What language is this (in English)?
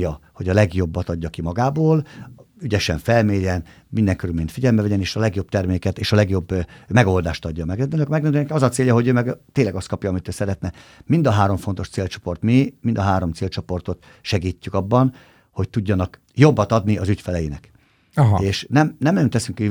Hungarian